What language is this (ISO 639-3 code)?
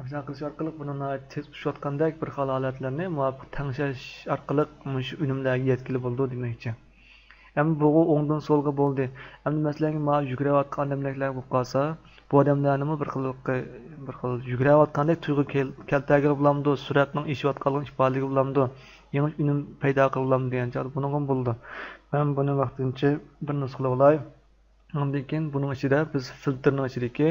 uig